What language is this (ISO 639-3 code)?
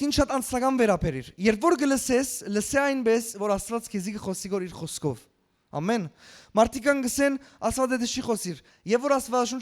hyw